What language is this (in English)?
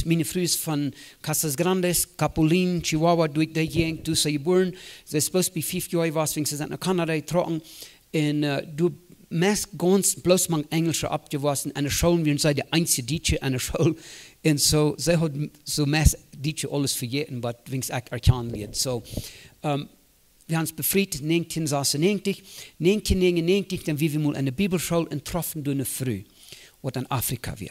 Plautdietsch